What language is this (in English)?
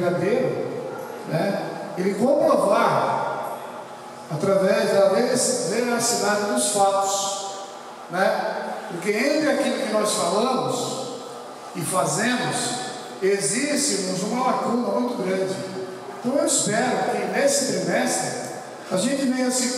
Portuguese